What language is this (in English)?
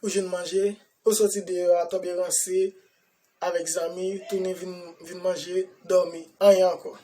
Haitian Creole